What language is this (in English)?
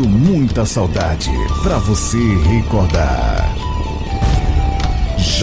Portuguese